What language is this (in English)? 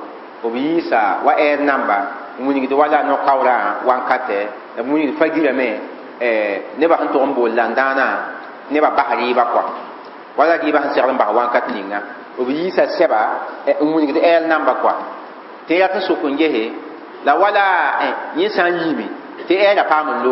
Mossi